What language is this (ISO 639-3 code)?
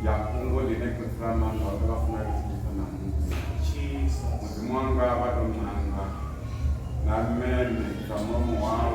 ven